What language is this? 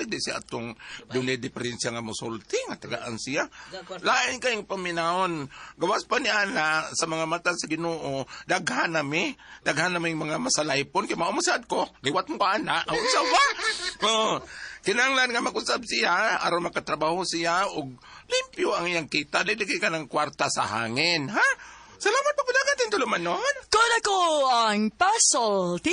Cebuano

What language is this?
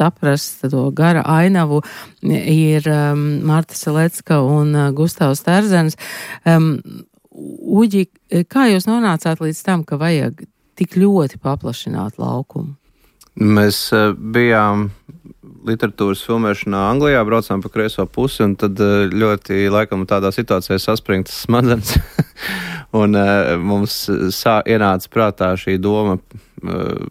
Latvian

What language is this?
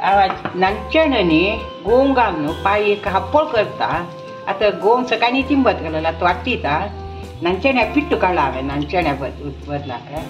Konkani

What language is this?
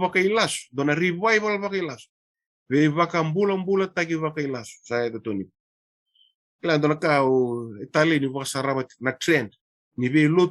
Fijian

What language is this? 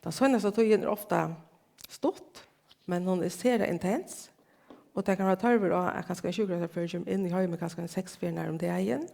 Faroese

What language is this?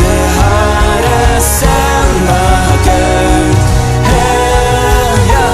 Plautdietsch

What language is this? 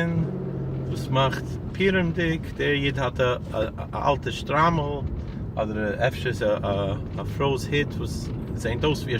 Yiddish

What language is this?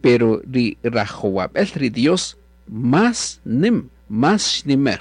Kaqchikel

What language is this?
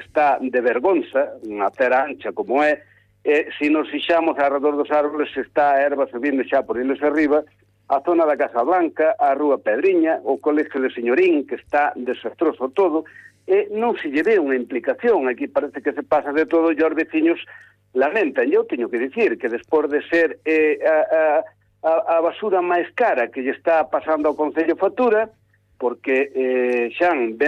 Galician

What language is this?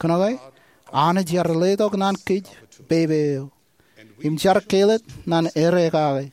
Marshallese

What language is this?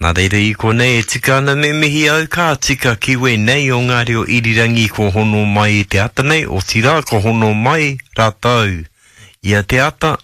Māori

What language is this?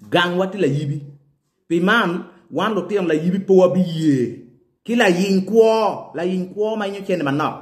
Acoli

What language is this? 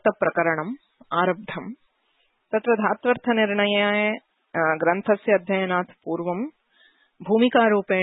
Sanskrit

